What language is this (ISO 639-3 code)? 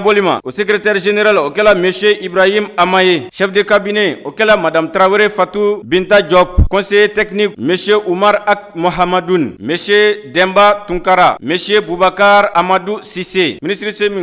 bam